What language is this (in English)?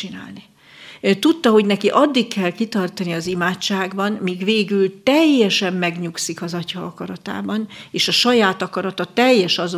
Hungarian